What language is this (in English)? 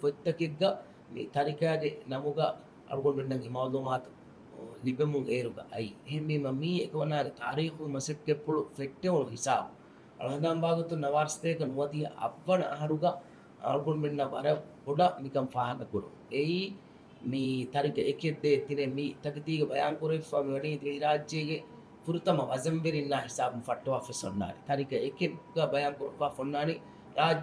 Divehi